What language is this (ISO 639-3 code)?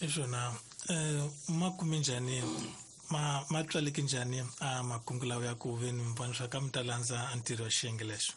tso